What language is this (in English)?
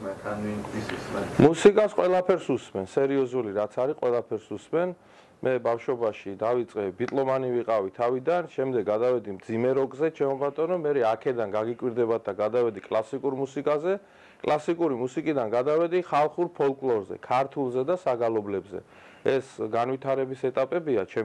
Georgian